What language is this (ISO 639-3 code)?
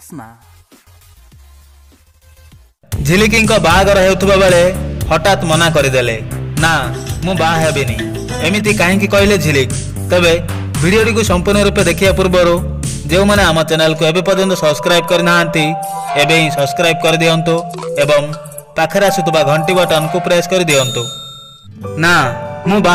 ori